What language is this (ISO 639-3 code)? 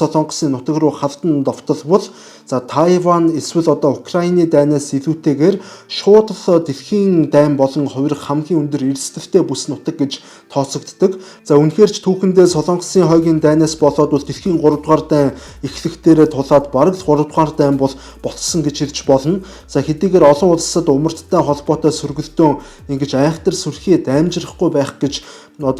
mon